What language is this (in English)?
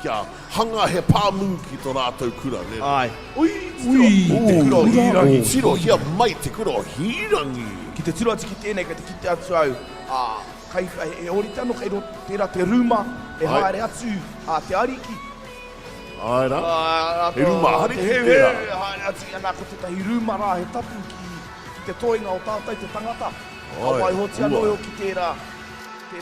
Māori